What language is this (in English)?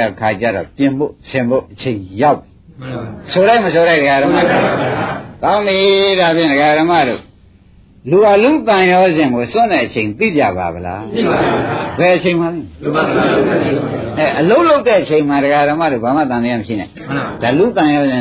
Burmese